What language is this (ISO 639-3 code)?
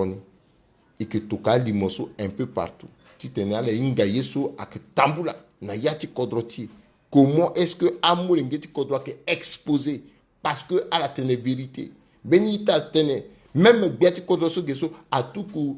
sag